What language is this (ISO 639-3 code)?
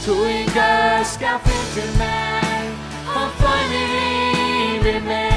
fao